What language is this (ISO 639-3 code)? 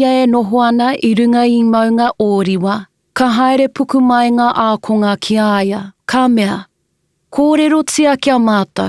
mri